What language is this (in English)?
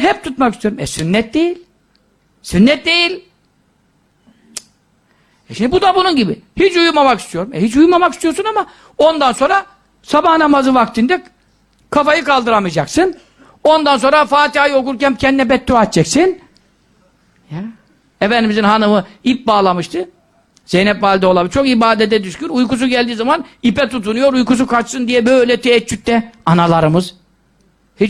Turkish